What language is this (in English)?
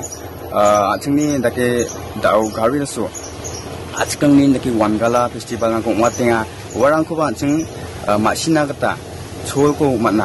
Garo